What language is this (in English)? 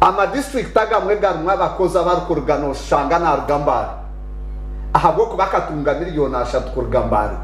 Nyankole